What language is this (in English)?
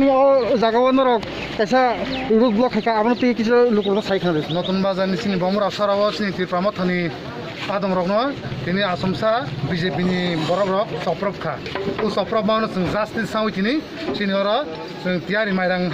Kok Borok